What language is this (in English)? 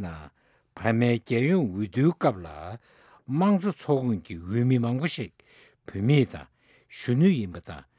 Tibetan